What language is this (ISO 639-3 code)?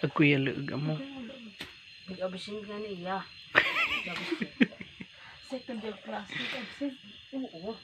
bik